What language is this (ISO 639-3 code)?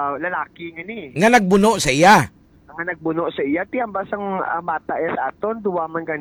hil